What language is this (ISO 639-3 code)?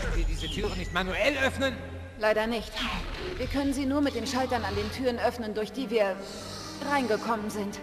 bar